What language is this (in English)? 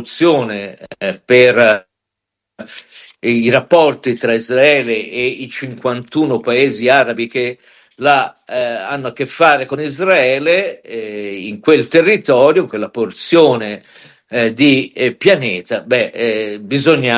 Italian